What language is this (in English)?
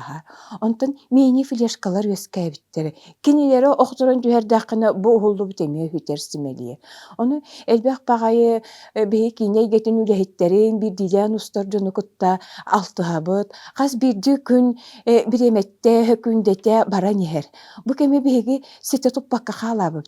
Yakut